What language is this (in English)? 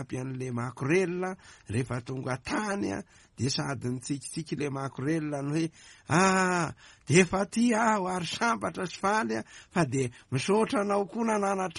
Malagasy